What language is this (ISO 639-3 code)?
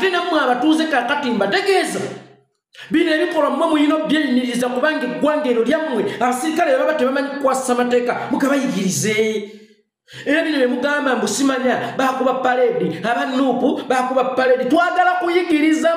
lug